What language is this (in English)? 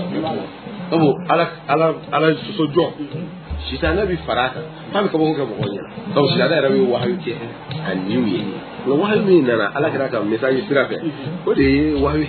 Bambara